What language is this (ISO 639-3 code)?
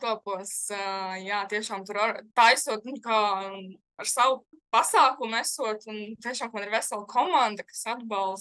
lav